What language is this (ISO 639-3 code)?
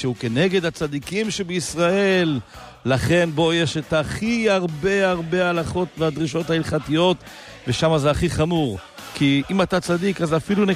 heb